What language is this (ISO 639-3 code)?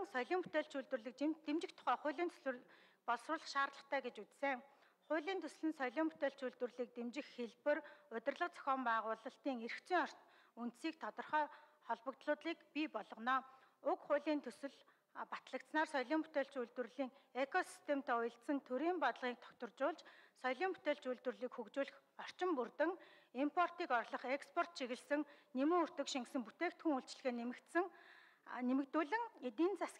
mon